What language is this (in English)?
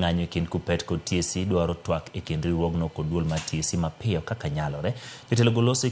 Luo (Kenya and Tanzania)